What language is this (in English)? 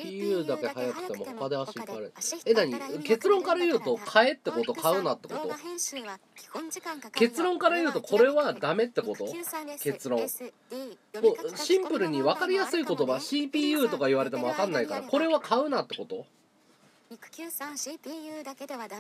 Japanese